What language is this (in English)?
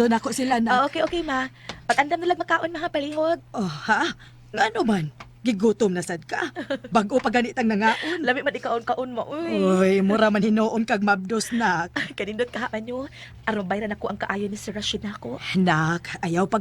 Cebuano